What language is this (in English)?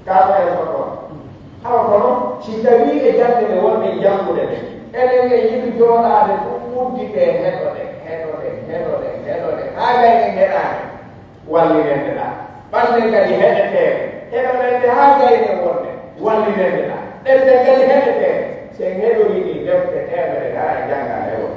Pular